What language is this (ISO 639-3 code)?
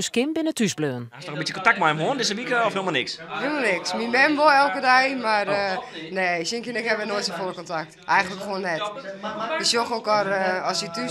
fry